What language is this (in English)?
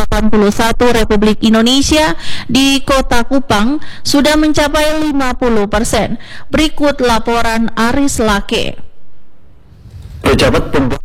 Indonesian